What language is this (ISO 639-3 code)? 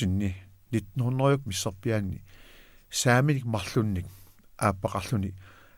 kal